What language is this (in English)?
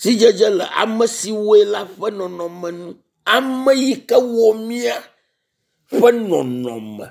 Ewe